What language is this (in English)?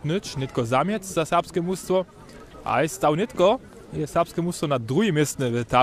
Upper Sorbian